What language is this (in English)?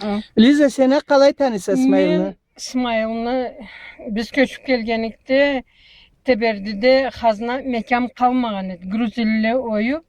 Karachay-Balkar